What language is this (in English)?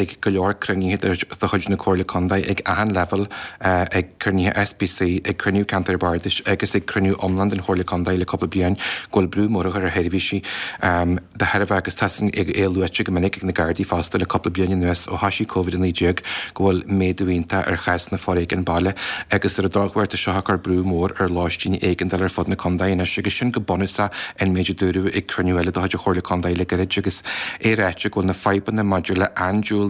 Irish